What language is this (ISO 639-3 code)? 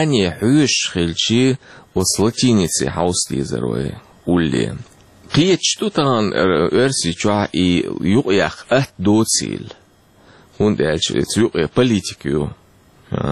che